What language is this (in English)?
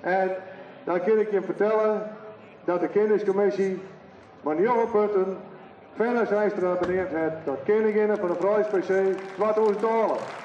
Western Frisian